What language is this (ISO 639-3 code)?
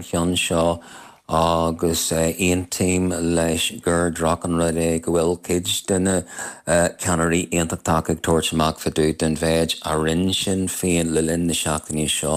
gle